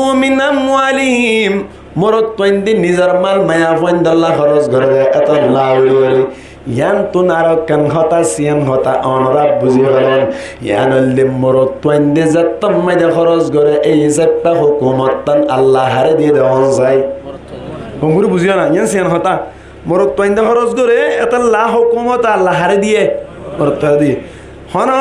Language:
Rohingya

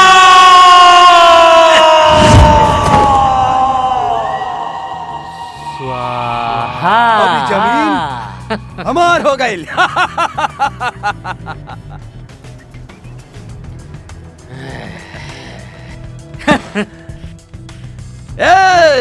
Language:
Bhojpuri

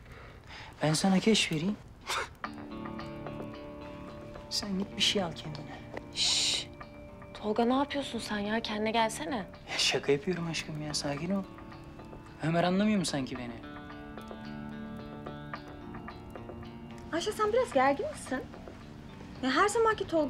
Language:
Turkish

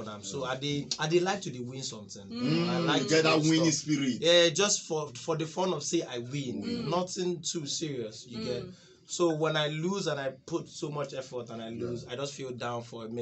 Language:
Nigerian Pidgin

